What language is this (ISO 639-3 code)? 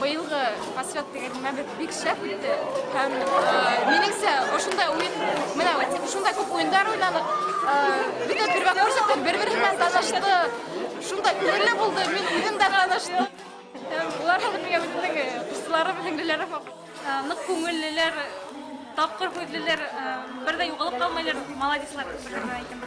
bak